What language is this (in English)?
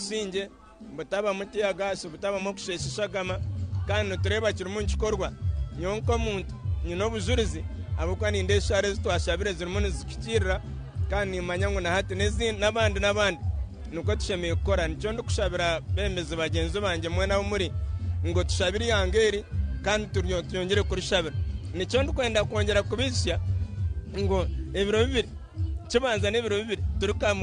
Nyankole